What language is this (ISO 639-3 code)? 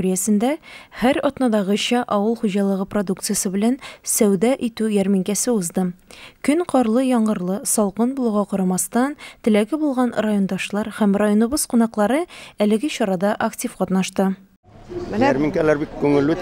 tat